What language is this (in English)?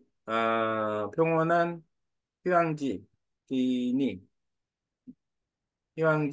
Korean